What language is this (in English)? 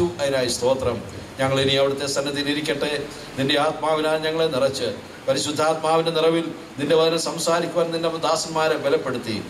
Malayalam